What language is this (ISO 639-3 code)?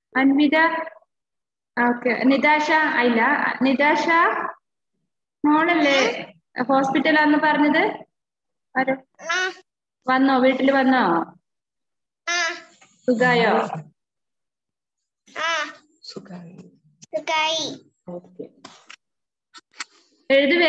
mal